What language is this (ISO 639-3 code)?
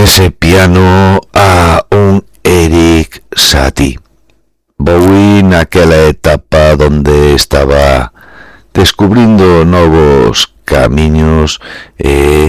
glg